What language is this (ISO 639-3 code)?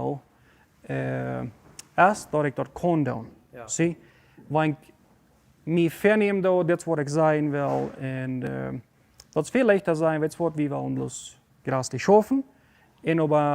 pdt